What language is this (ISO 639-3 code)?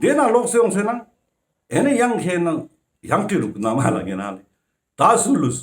lbj